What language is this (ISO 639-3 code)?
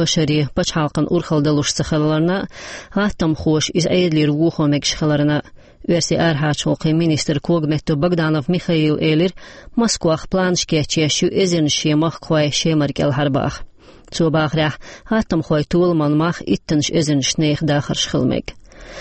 che